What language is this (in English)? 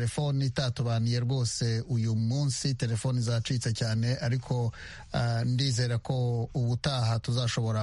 Kinyarwanda